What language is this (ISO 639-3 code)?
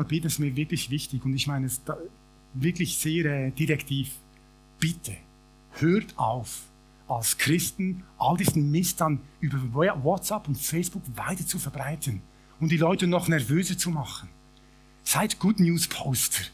gsw